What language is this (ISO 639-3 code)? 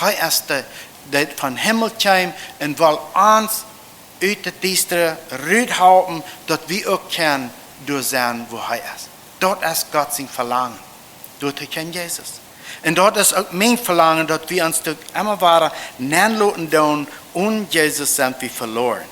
pdt